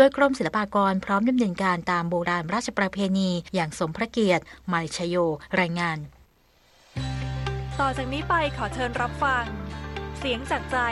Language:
Thai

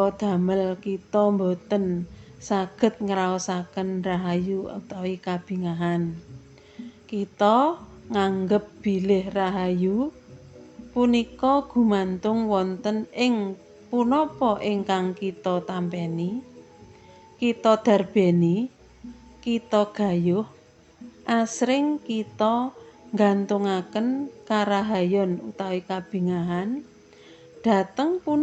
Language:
Javanese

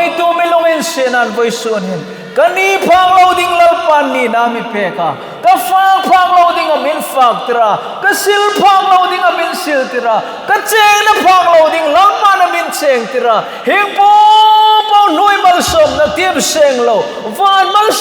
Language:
Hmar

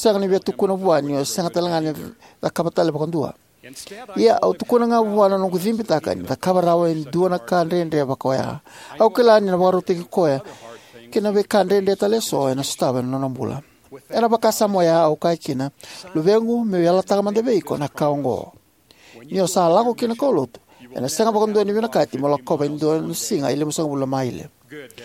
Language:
Fijian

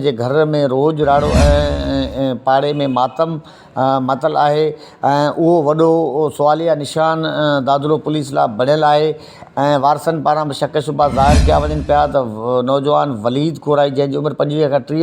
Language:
Sindhi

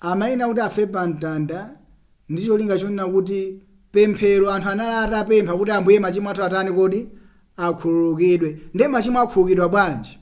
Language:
Nyanja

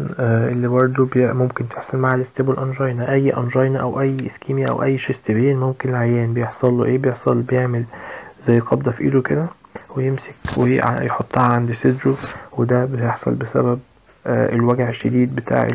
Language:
Egyptian Arabic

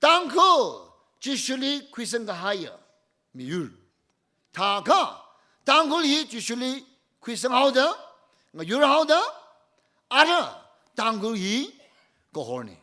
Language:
Tangkhul Naga (India)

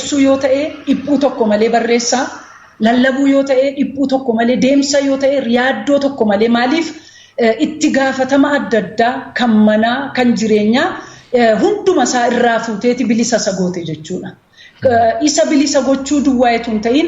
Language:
Oromo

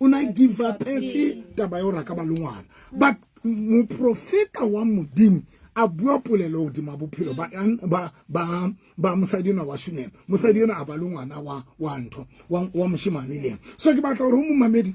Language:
Southern Sotho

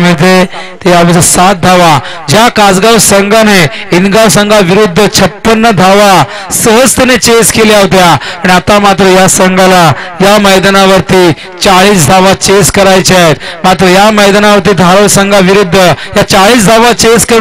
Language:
Marathi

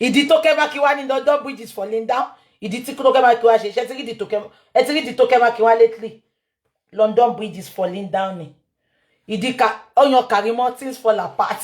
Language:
Yoruba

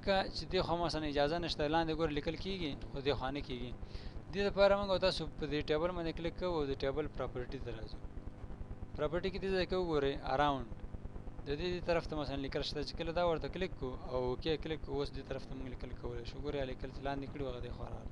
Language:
Pashto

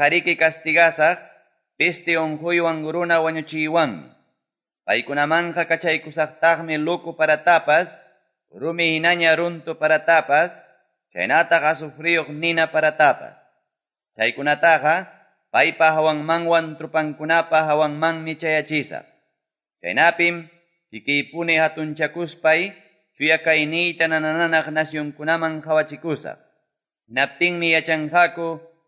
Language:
Quechua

